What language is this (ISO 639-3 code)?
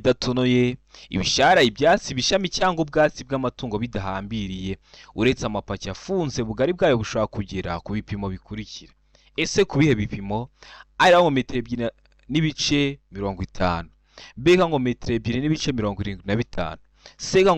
kin